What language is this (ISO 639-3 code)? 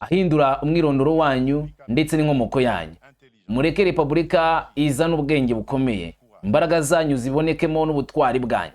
kin